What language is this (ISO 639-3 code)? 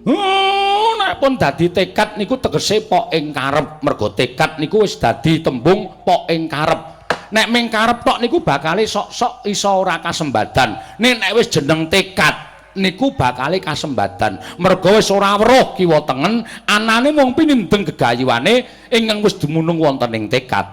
jav